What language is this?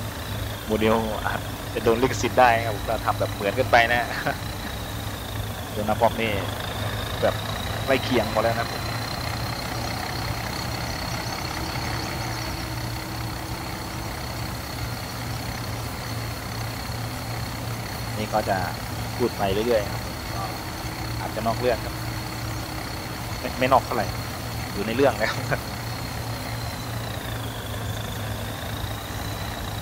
Thai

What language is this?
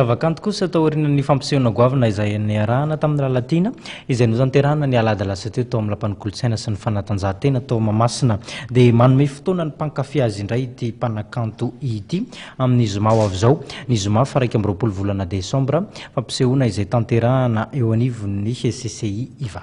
Malagasy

